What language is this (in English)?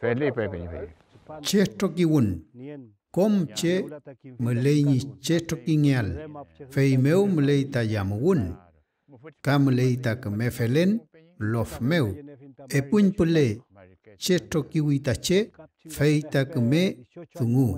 Mapuche